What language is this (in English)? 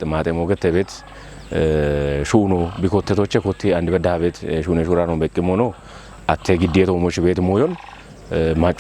Kafa